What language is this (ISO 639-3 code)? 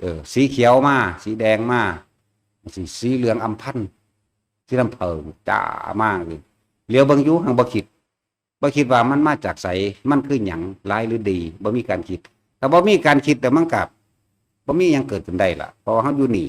tts